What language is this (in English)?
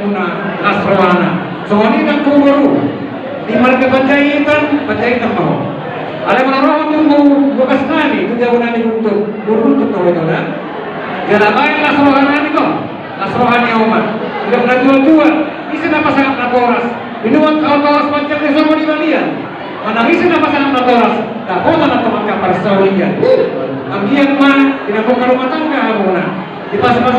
Batak Toba